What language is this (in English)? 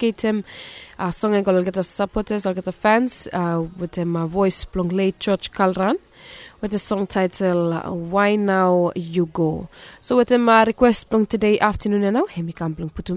Bislama